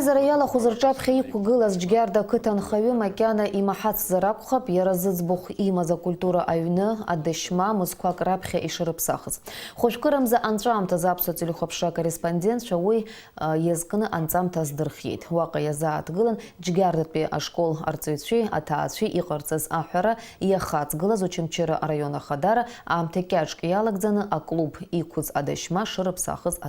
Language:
Abkhazian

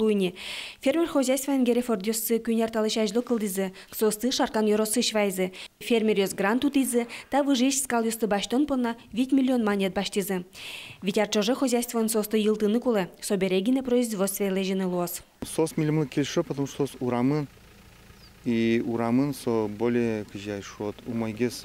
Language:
Udmurt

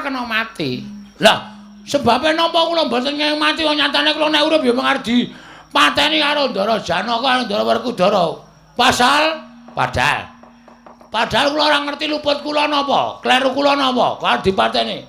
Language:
Javanese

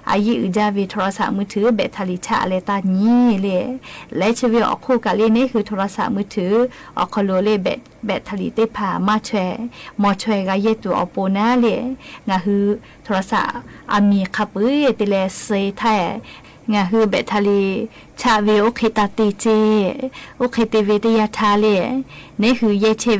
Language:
Lahu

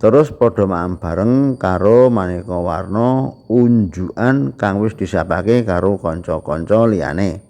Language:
Javanese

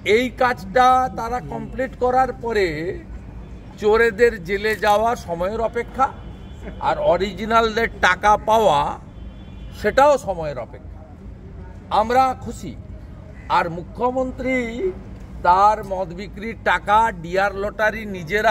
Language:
Bangla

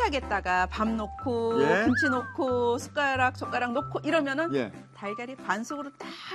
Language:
Korean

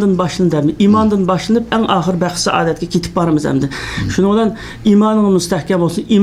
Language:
Uyghur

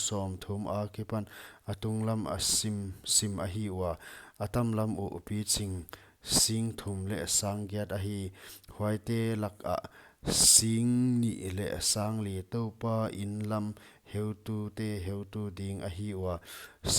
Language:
Paite Chin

